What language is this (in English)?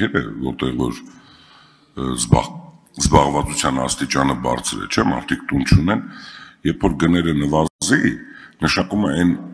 Armenian